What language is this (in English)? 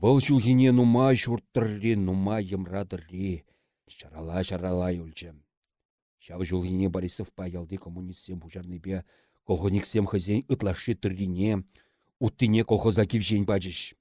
Chuvash